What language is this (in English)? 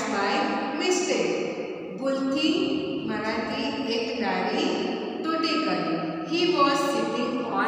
Gujarati